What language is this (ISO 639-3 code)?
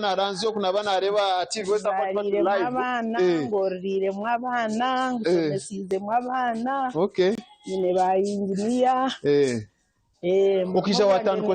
nyn